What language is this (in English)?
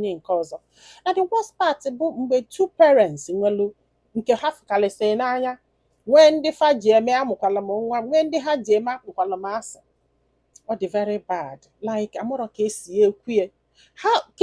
Igbo